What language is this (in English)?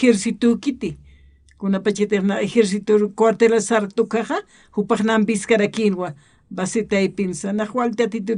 Aymara